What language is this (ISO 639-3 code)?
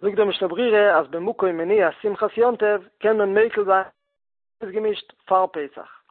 yid